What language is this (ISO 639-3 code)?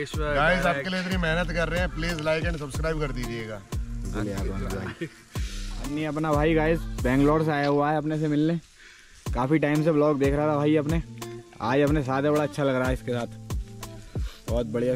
hin